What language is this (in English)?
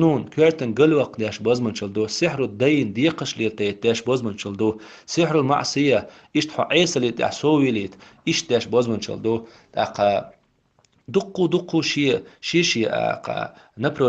Chechen